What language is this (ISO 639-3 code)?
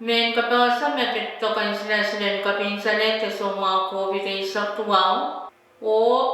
pon